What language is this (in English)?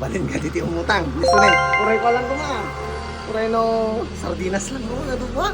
Iloko